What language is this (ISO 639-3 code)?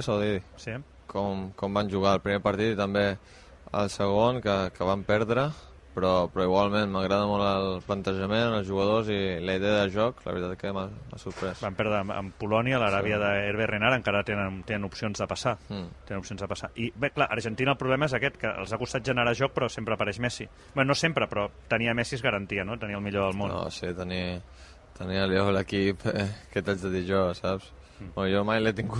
cat